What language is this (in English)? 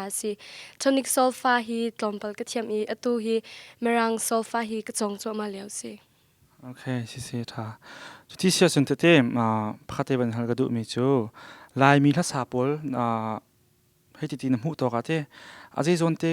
Hakha Chin